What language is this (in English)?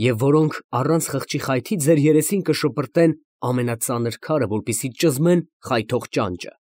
Armenian